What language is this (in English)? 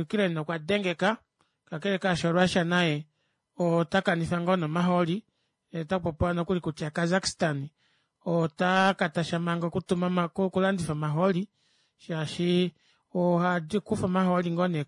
Kuanyama